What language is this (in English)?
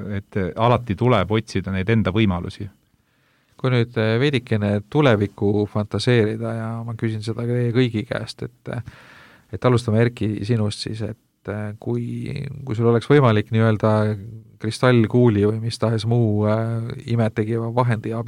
Estonian